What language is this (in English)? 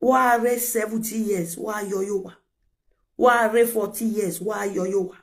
Nigerian Pidgin